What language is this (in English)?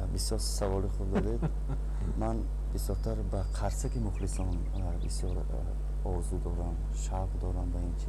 Tajik